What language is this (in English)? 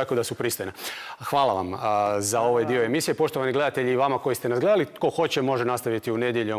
Croatian